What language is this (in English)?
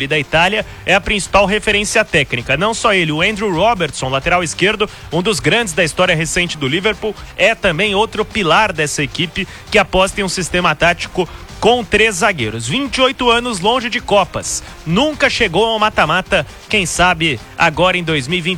Portuguese